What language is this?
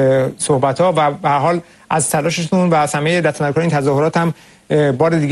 Persian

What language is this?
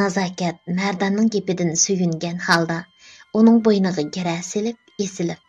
Uyghur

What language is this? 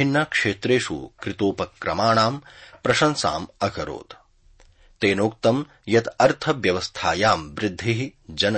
Sanskrit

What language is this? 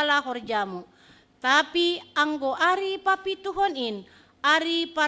Batak Simalungun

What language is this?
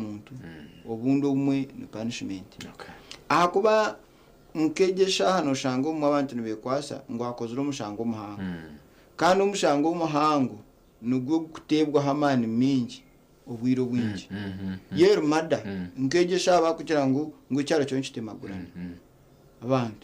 Nyankole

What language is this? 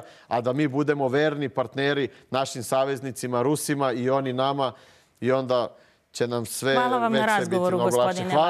Serbian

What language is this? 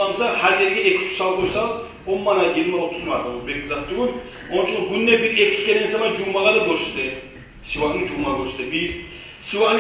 Kumyk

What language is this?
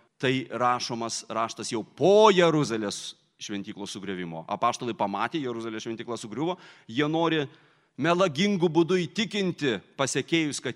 Lithuanian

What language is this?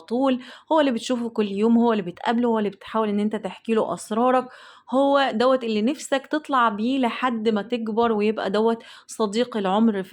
Egyptian Arabic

